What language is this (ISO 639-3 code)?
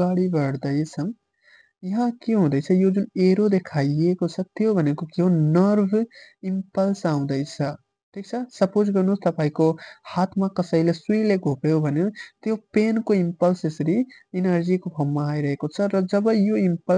nep